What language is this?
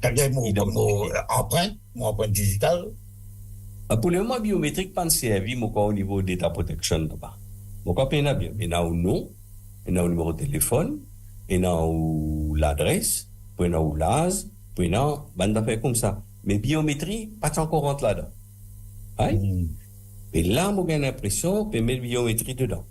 Morisyen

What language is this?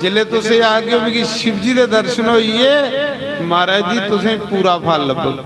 Dogri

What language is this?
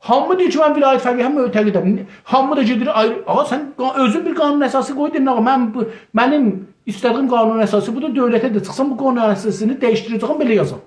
South Azerbaijani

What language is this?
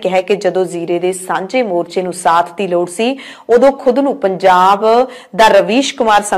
Punjabi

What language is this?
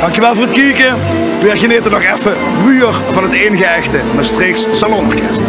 Limburgish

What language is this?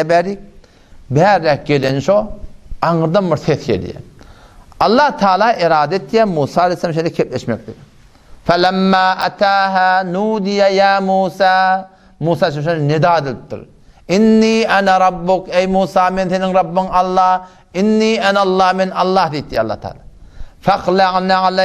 Turkmen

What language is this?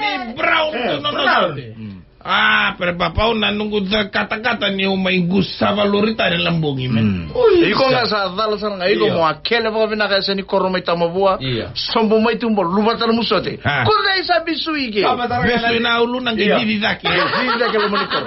Fijian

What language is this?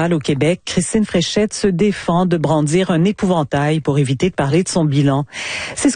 French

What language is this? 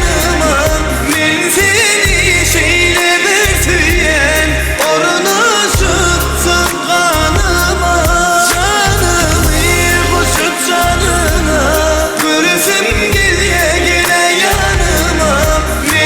Turkmen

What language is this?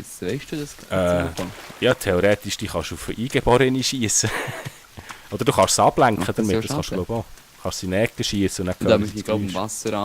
Swiss German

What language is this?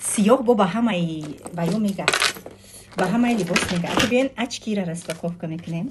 Tajik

